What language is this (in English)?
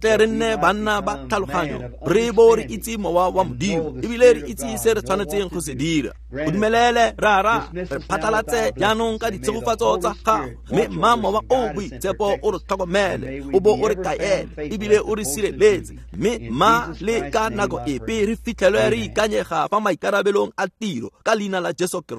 Tswana